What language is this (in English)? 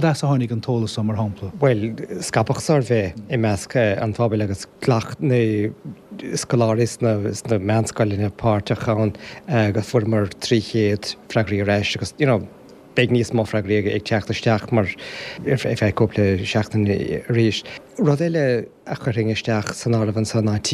Irish